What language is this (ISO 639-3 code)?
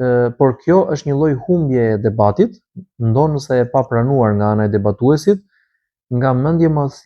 sqi